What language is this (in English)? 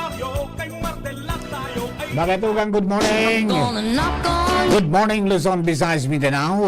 Bikol